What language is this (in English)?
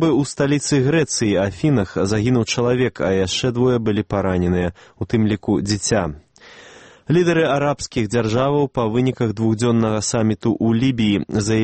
Belarusian